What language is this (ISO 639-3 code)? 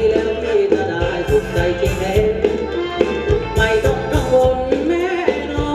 tha